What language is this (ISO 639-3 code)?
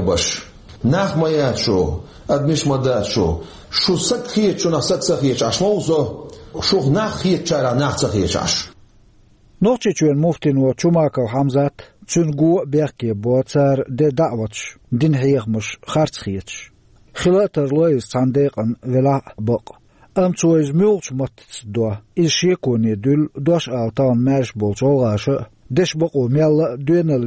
che